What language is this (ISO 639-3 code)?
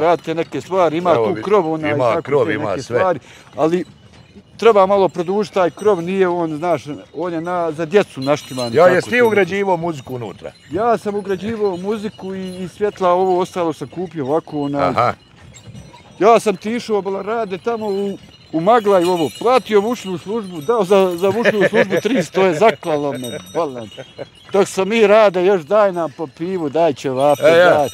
bos